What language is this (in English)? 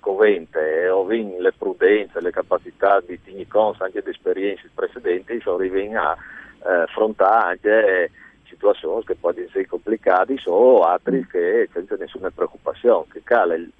Friulian